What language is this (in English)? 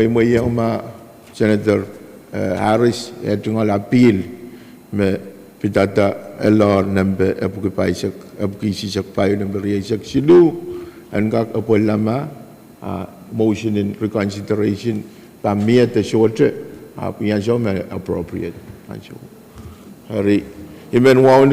Pohnpeian